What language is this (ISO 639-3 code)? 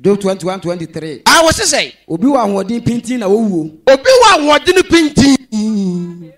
aka